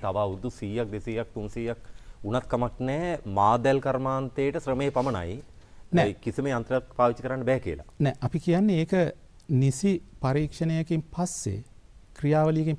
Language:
Sinhala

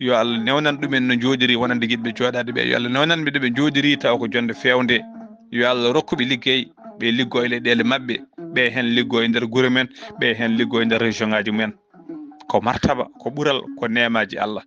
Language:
Fula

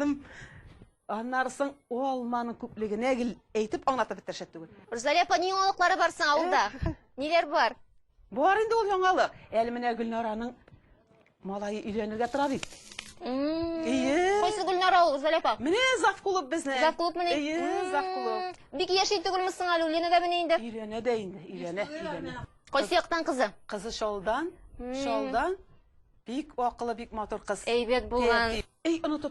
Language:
Tatar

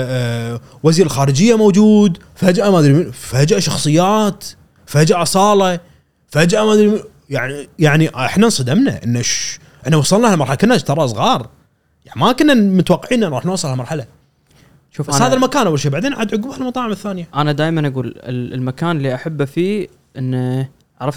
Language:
Gulf Arabic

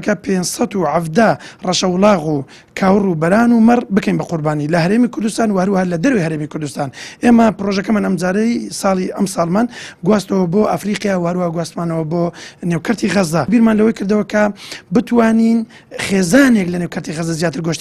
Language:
Central Kurdish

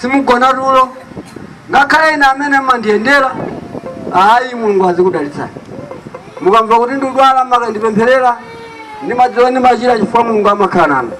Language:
Nyanja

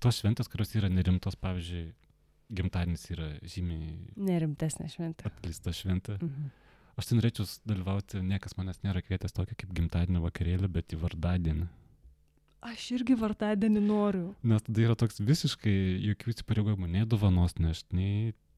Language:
Lithuanian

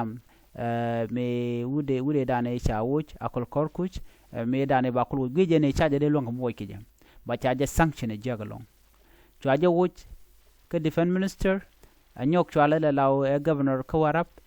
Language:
Nuer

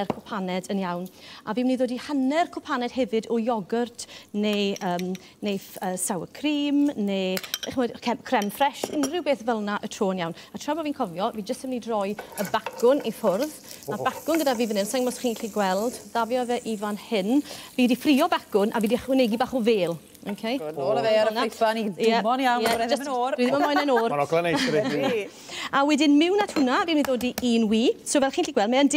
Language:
Welsh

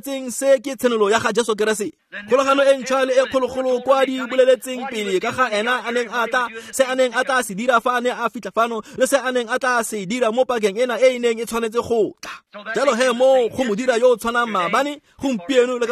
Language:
Tswana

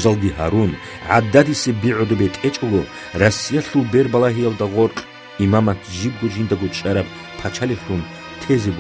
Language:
Avaric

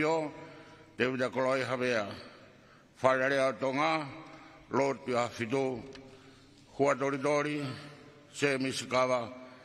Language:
Tongan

